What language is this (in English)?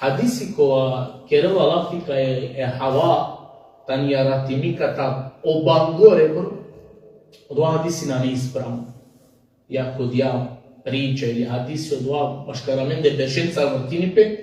Balkan Romani